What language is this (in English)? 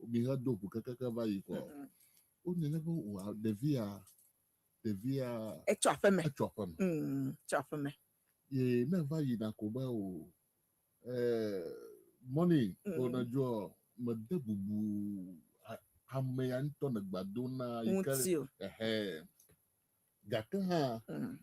Ewe